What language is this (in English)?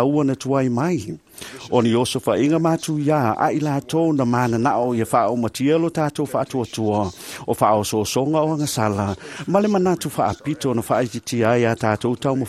Samoan